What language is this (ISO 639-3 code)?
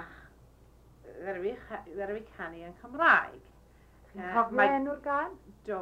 cym